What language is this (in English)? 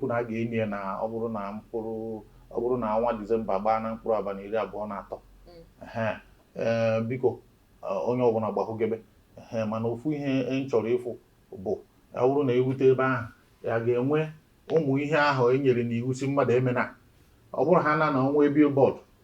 Igbo